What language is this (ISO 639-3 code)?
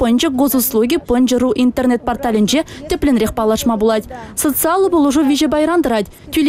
chv